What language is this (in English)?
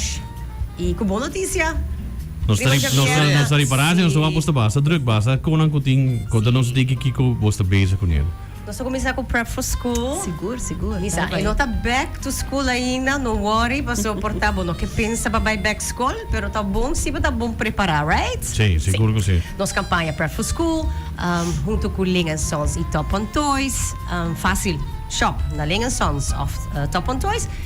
Papiamento